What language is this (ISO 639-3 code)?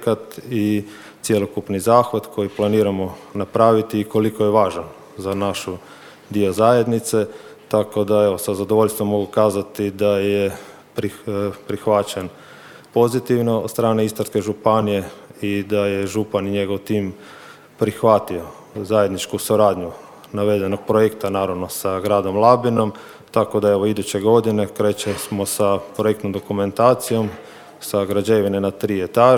hrv